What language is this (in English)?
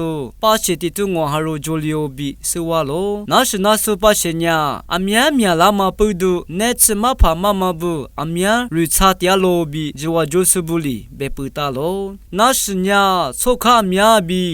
Lisu